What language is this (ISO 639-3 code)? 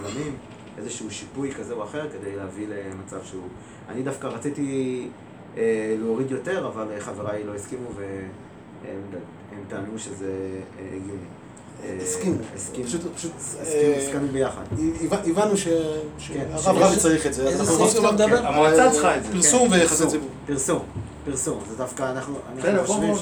heb